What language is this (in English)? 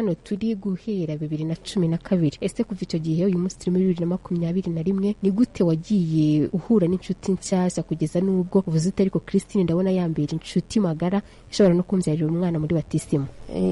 Kinyarwanda